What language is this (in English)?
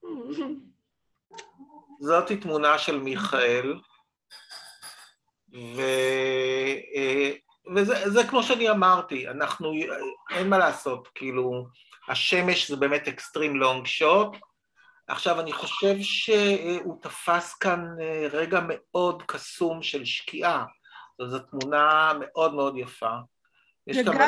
Hebrew